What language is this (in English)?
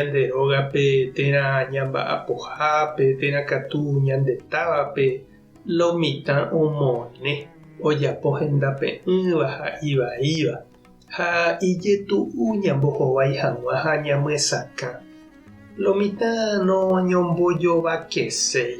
Guarani